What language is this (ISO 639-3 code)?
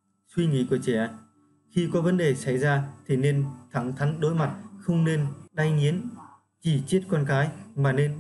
vie